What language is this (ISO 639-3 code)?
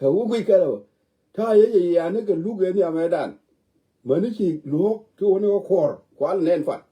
nus